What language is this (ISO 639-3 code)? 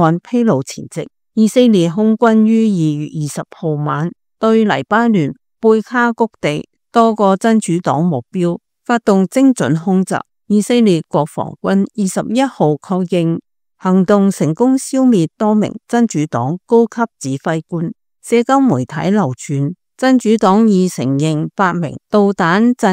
yue